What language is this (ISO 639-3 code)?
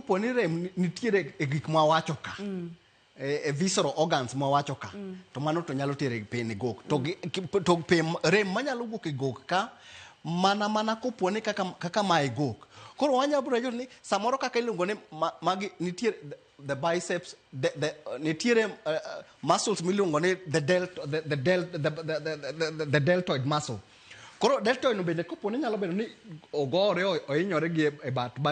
luo